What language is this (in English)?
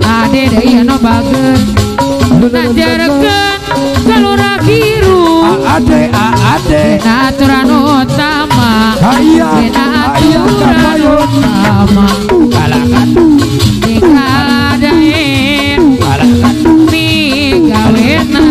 Sundanese